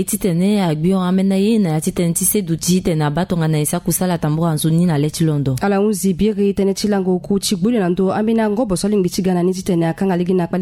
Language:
Sango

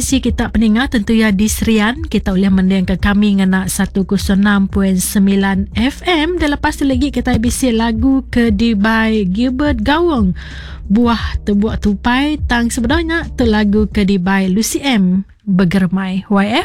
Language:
Iban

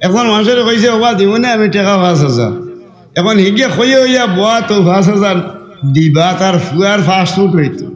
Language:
Sylheti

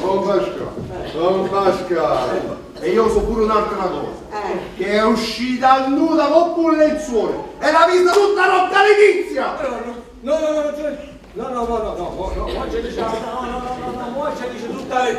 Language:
Neapolitan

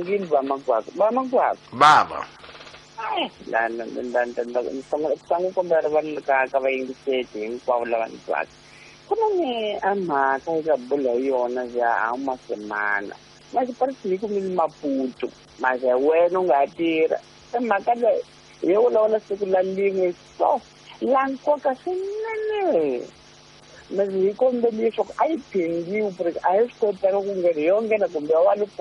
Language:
Tsonga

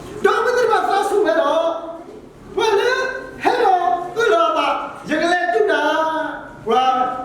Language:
S'gaw Karen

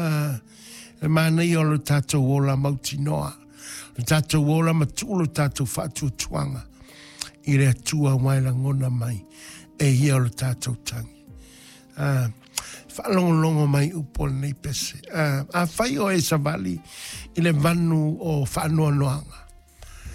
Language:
Samoan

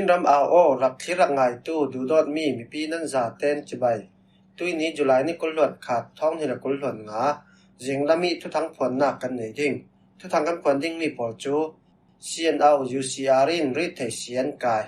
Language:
Falam Chin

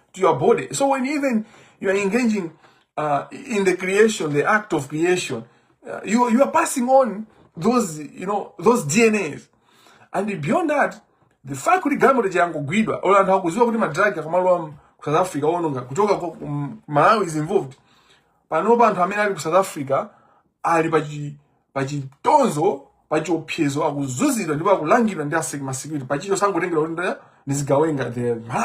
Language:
Nyanja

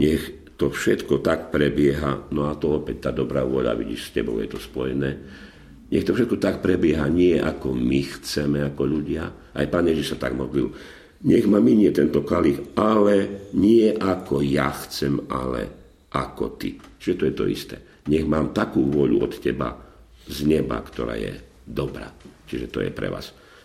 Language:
Slovak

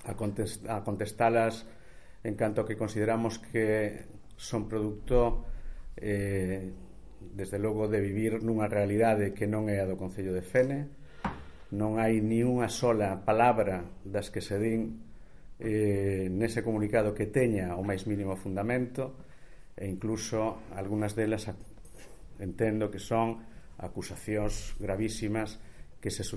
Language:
Galician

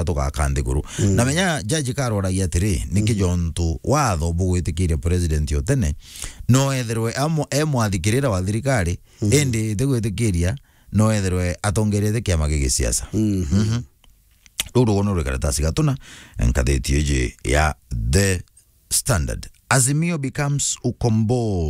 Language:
Meru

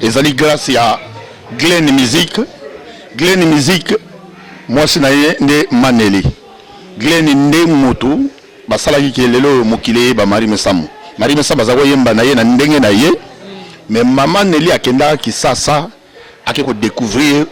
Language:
Lingala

